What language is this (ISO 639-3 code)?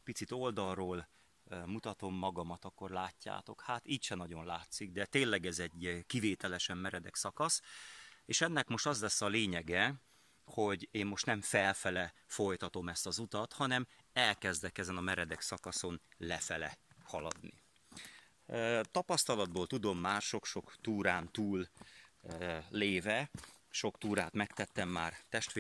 hun